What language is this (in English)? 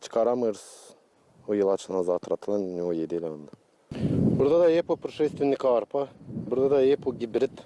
Gagauz